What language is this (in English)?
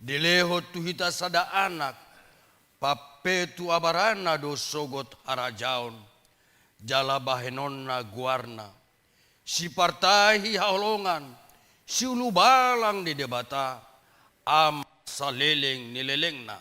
Batak Toba